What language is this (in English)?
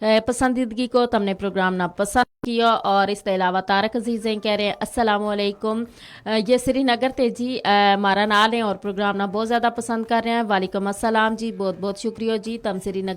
Gujari